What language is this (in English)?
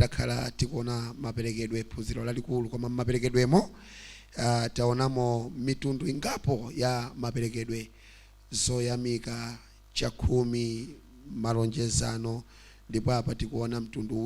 Nyanja